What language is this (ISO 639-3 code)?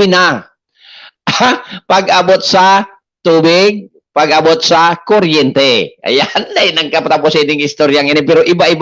bik